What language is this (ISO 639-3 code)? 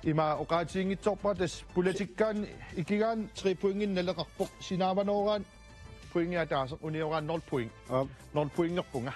kal